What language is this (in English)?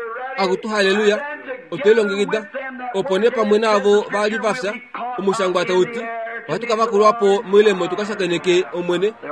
Kuanyama